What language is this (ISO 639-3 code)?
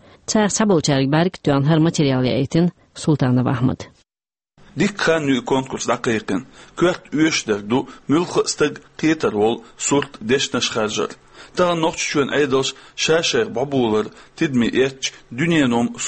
che